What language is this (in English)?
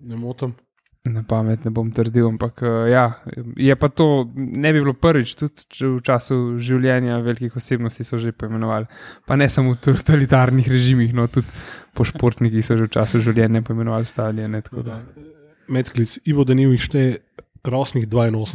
Slovenian